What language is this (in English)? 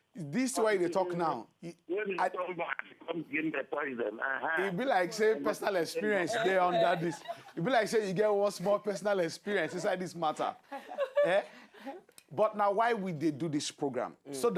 Nigerian Pidgin